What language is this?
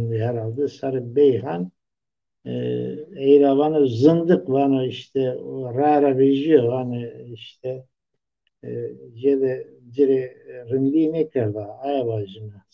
Zaza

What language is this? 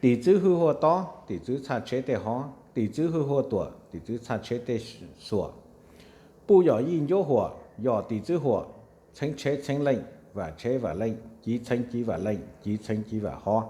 Hmong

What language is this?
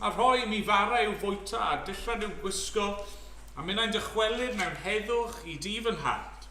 Welsh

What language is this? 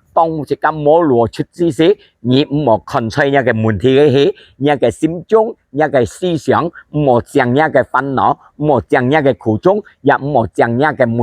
Hakka Chinese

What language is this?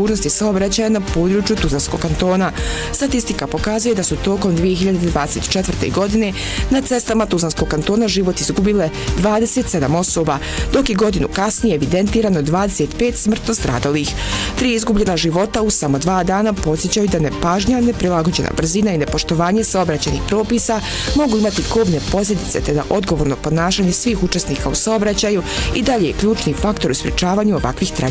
Bosnian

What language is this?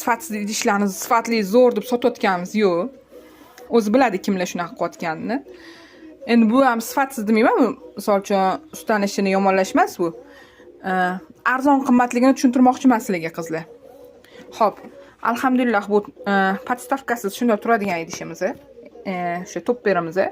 Uzbek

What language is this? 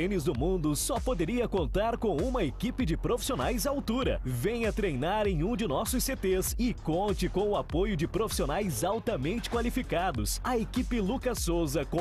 Portuguese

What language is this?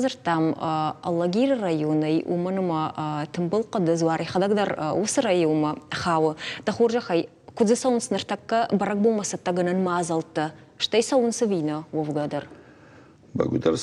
Ossetic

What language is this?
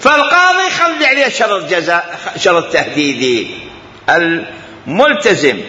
Mesopotamian Arabic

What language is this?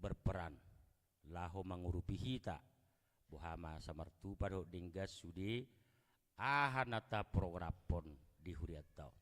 Batak Toba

